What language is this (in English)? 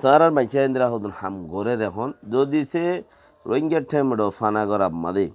Rohingya